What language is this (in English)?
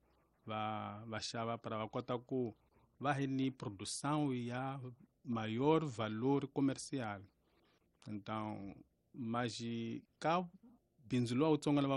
Tsonga